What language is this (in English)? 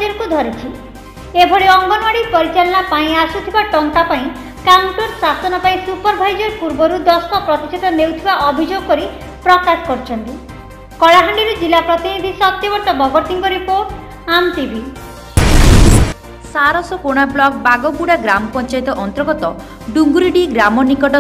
Odia